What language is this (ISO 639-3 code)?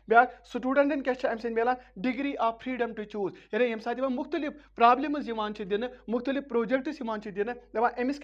kas